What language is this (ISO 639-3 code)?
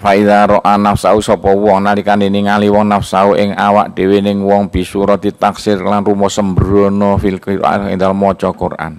jav